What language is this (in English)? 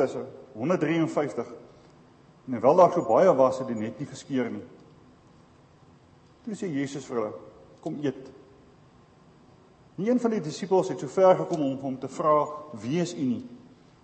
Afrikaans